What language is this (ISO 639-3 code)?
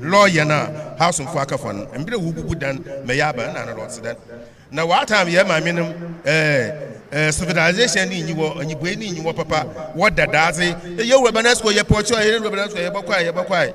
aka